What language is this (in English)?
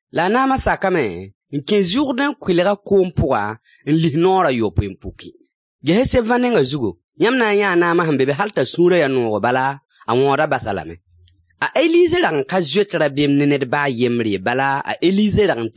Mossi